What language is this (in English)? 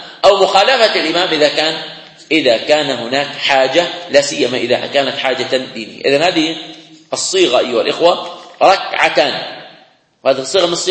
Arabic